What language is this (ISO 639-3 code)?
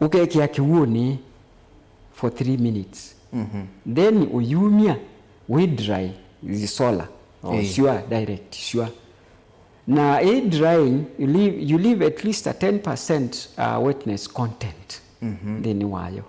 kam